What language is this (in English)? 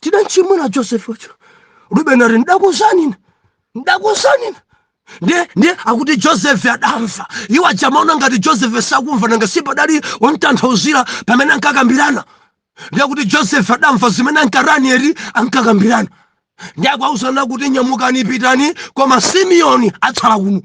Nyanja